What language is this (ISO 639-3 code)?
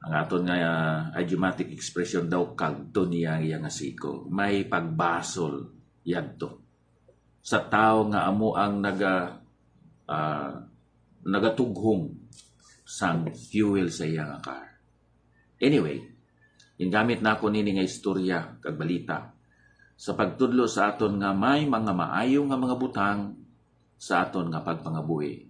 hil